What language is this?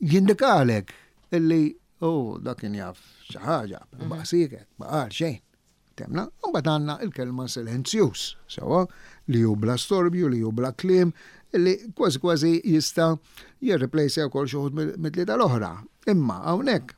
Maltese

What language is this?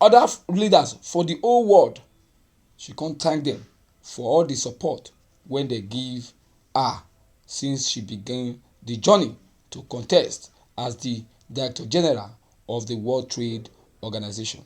Nigerian Pidgin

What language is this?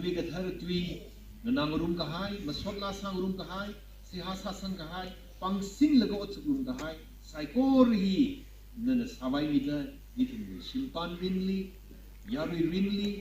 Tangkhul Naga (India)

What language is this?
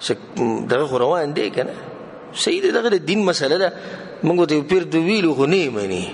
Pashto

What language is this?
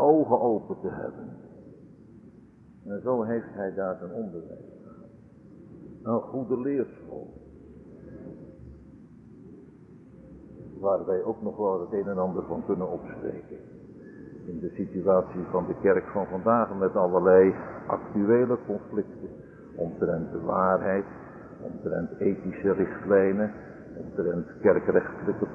Dutch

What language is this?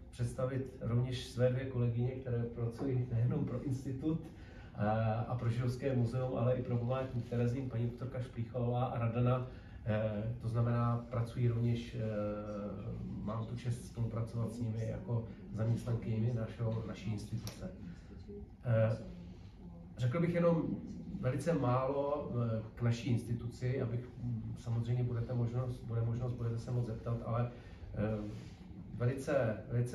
Czech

